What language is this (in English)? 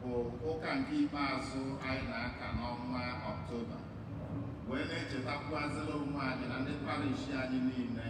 Igbo